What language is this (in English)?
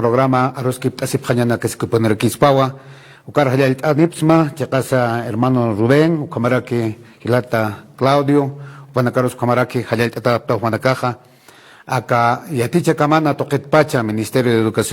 Aymara